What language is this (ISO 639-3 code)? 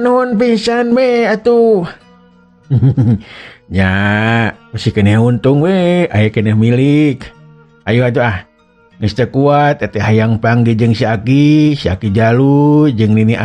sun